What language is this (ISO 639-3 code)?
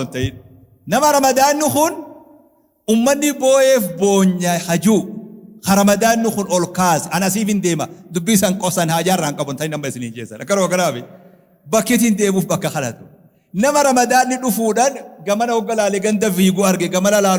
orm